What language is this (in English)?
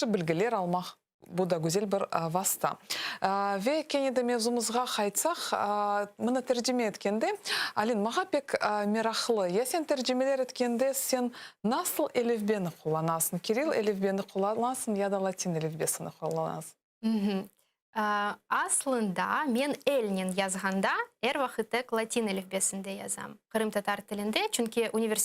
Crimean Tatar